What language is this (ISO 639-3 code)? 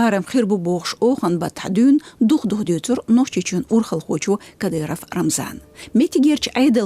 che